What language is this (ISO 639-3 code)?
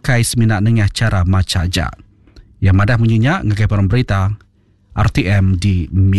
iba